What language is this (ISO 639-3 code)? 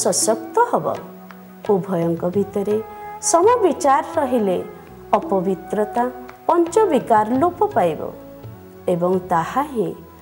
ori